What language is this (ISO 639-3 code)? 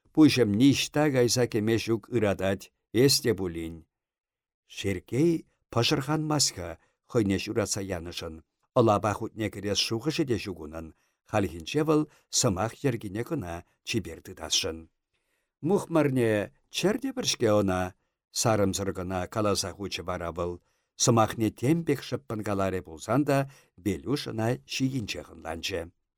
chv